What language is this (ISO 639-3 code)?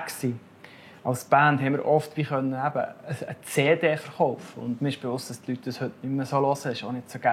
gsw